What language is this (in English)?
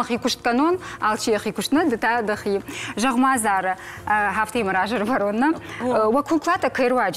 Ossetic